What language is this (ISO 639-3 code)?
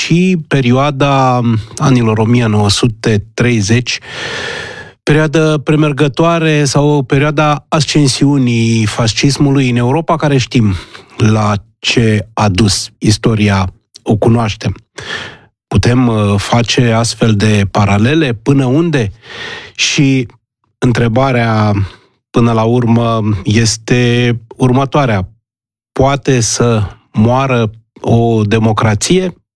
ron